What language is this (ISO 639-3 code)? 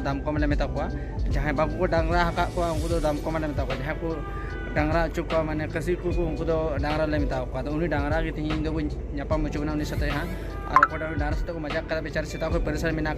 sat